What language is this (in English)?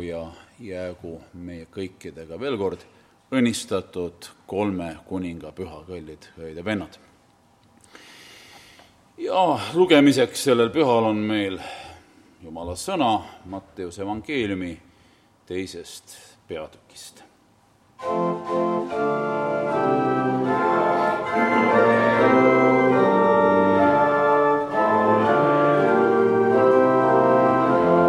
Estonian